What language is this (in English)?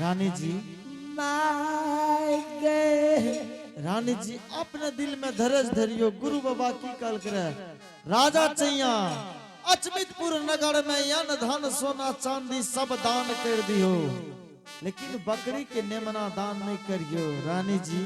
Angika